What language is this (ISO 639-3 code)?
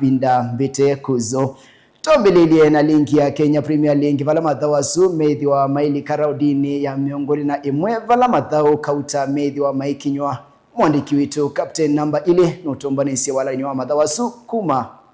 kam